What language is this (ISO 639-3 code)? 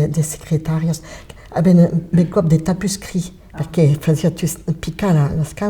oci